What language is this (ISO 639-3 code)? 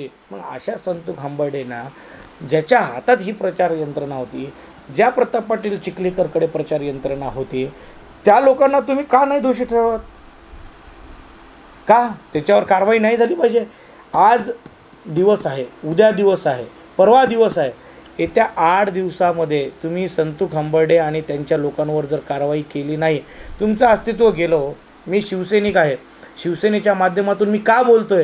mar